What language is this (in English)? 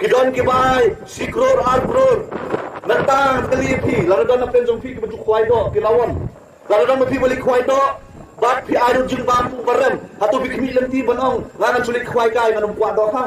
Khasi